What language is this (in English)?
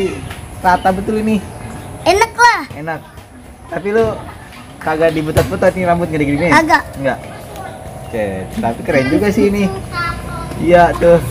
Betawi